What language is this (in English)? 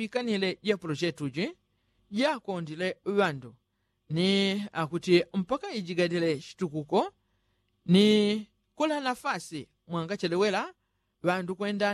Yao